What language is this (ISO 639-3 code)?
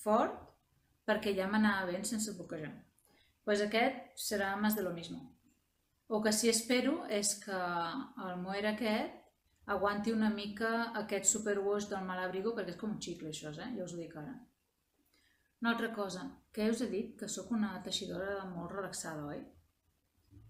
cat